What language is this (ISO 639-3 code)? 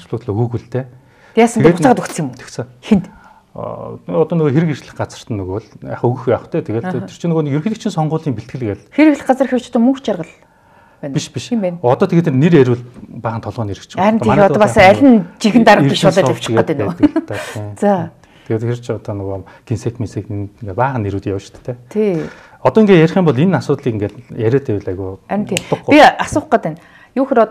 mon